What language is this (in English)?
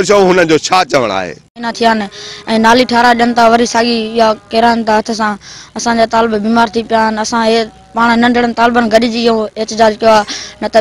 Sindhi